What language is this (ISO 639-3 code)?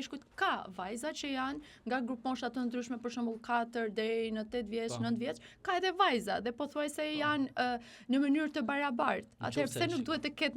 sqi